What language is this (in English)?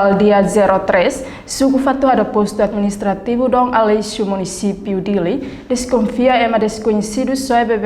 Tetum